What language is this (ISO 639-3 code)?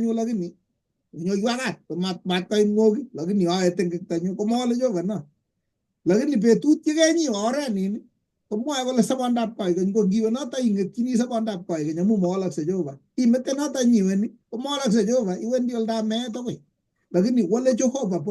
kln